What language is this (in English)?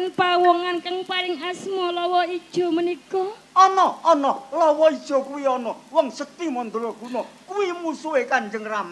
Javanese